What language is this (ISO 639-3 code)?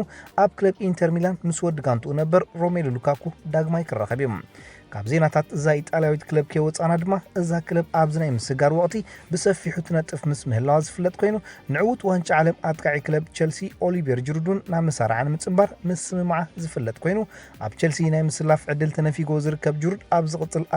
tir